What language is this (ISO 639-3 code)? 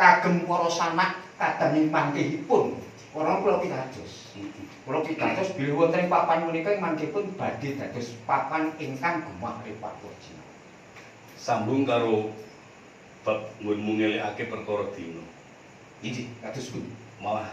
jav